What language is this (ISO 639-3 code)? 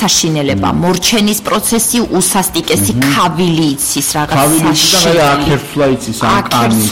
kat